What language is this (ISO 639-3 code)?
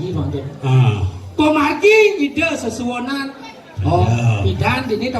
ban